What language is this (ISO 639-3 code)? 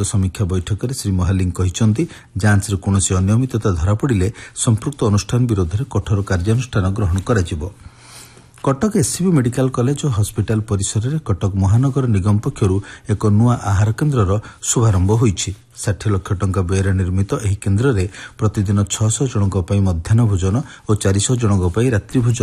ori